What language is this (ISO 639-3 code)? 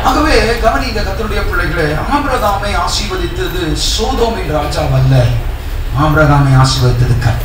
tam